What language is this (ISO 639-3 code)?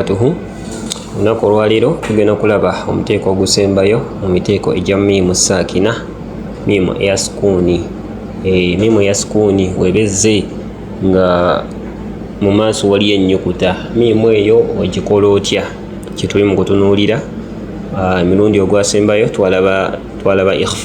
lug